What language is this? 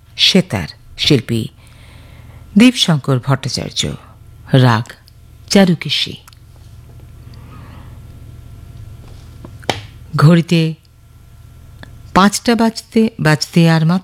Bangla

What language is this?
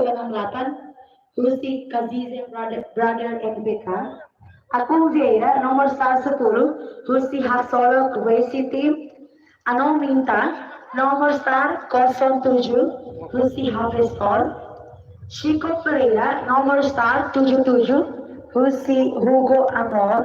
Tetum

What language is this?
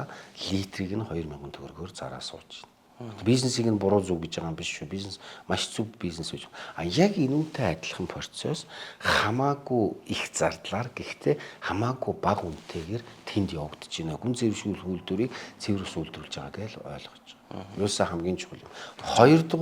Mongolian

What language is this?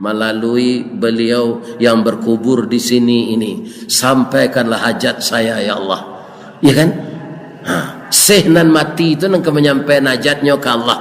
Minangkabau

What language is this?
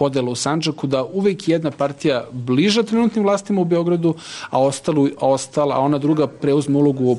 Serbian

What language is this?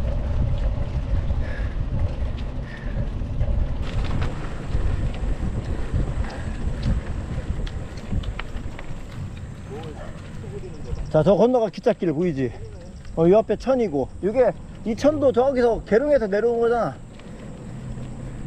Korean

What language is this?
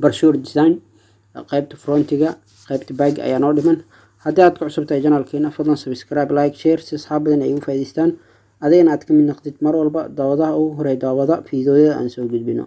Somali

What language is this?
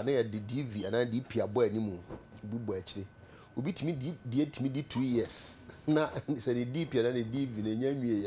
Akan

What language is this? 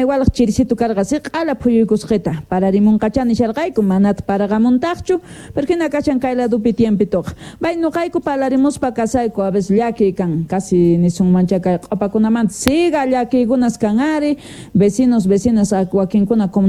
South Bolivian Quechua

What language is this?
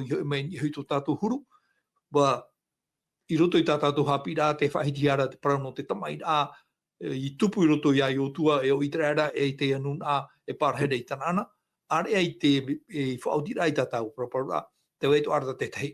Tahitian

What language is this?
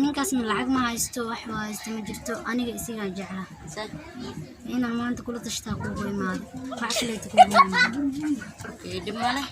Somali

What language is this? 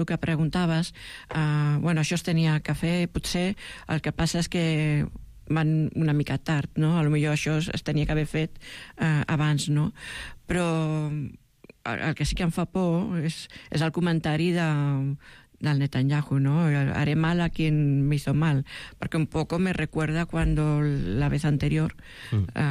Catalan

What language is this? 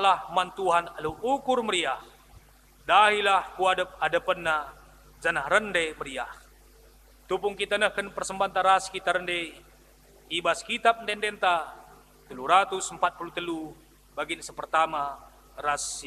Batak Karo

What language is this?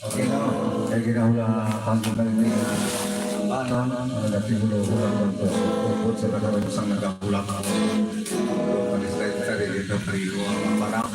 Hiligaynon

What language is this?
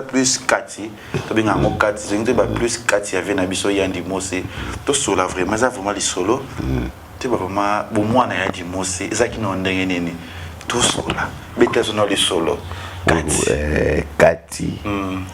Lingala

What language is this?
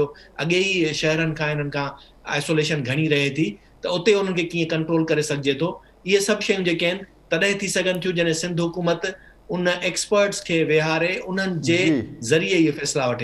Sindhi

